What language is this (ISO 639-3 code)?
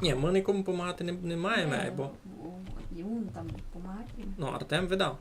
rue